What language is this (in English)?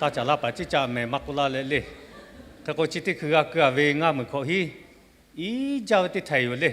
Lahu